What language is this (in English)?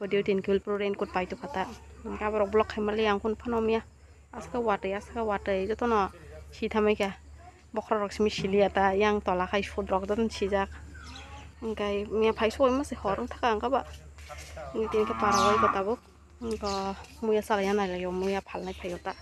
Kok Borok